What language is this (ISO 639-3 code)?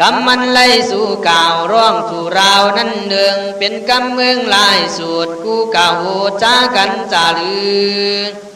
kkh